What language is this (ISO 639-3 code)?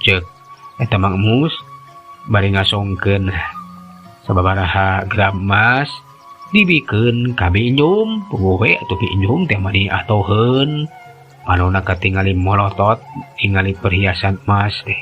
sun